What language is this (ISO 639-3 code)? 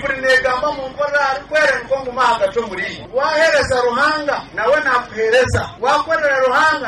nyn